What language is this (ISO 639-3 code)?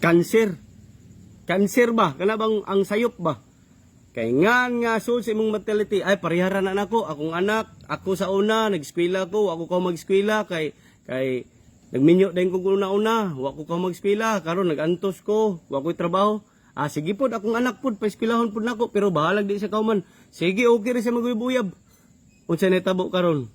ceb